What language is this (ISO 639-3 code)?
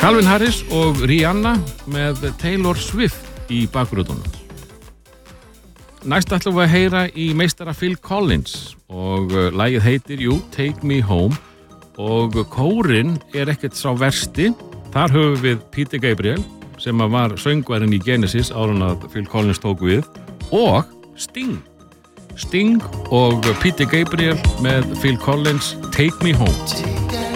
isl